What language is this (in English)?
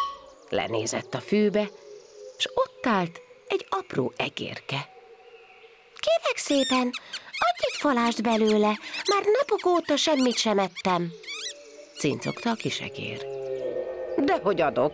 Hungarian